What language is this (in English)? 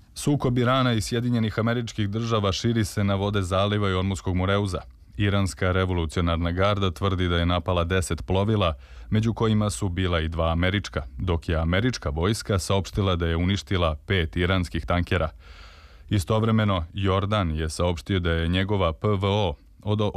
Serbian